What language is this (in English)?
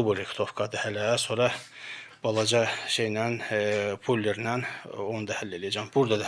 Azerbaijani